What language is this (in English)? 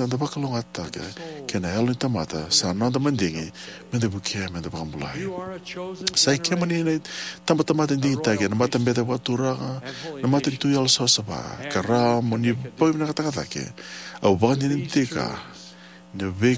Fijian